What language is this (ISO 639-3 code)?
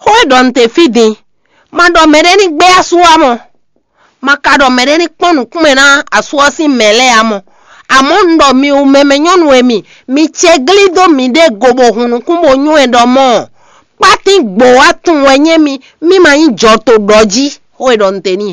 fon